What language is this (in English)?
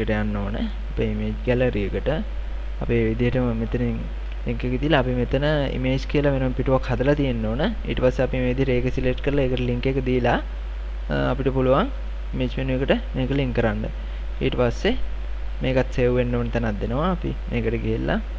Sinhala